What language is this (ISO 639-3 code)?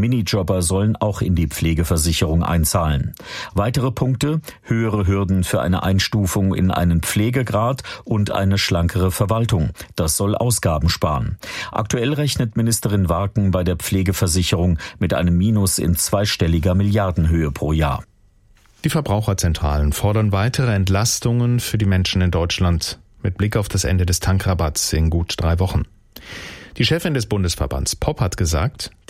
deu